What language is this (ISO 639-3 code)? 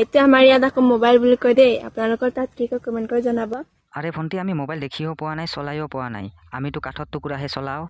asm